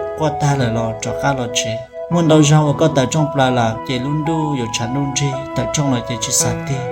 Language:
Hmong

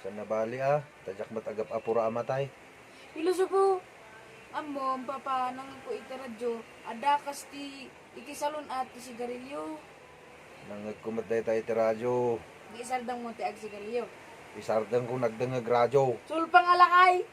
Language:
Iloko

